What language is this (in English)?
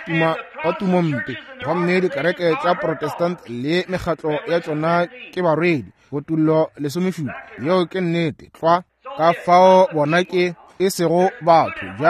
Northern Sotho